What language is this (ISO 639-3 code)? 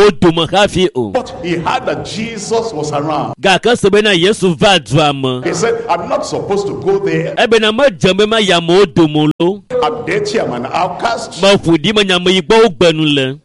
ewe